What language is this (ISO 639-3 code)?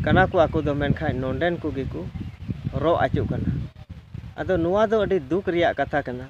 sat